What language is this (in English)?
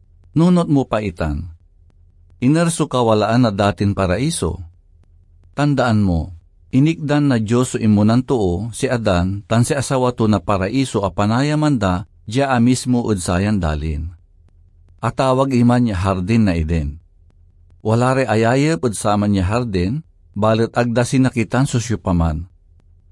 Pangasinan